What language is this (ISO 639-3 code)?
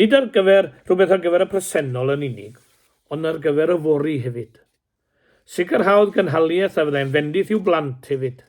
cym